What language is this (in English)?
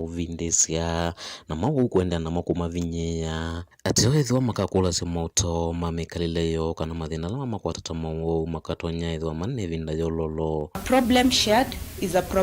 Kamba